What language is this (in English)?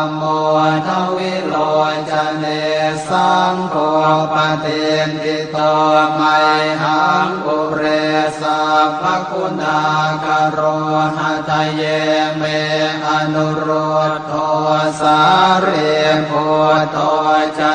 Pali